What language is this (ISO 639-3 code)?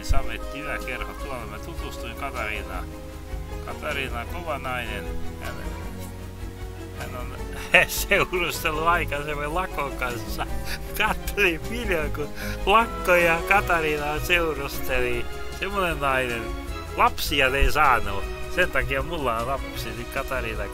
fin